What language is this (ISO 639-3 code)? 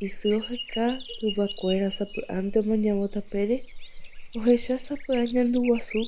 grn